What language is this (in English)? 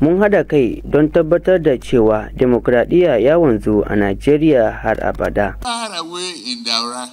Hausa